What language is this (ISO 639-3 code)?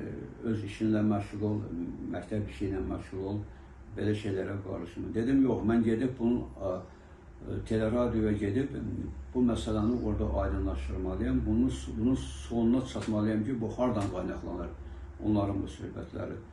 aze